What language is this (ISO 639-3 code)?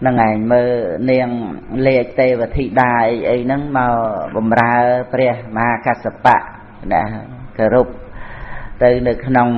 khm